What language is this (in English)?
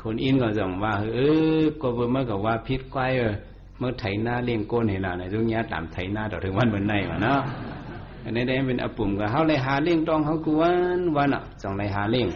Shan